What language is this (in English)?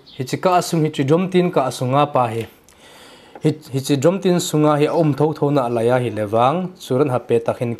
Thado Chin